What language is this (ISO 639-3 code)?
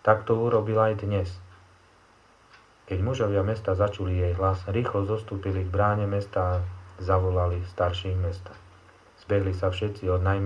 slk